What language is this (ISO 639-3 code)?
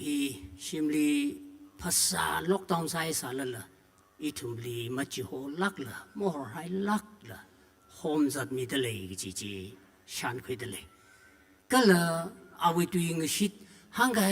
nmf